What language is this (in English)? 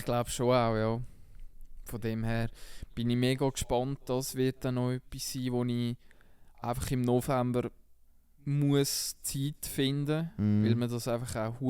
Swiss German